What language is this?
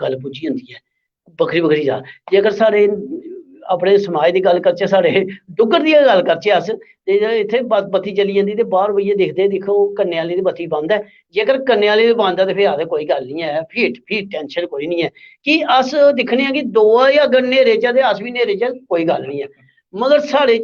Dogri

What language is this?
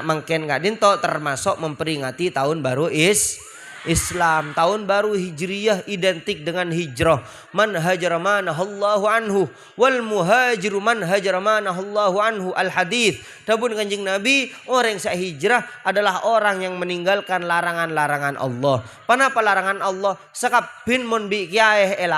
Madurese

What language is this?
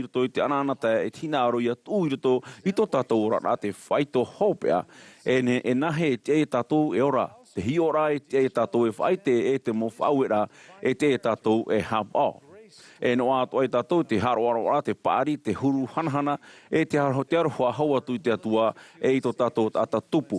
Tahitian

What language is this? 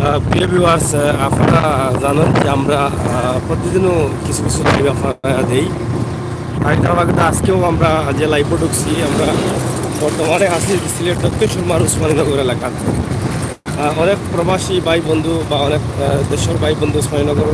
Sylheti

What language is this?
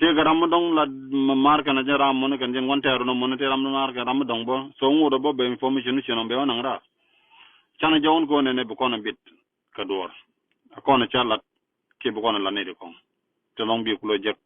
Nuer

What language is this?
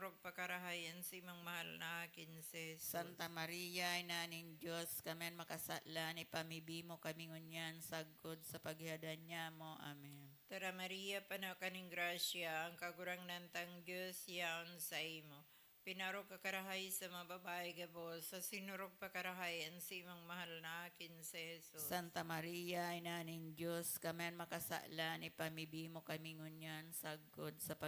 Bikol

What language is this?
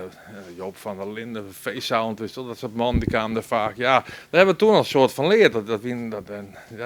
Western Frisian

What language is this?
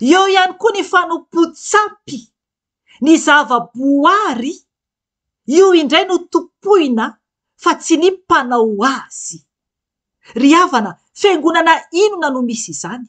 Malagasy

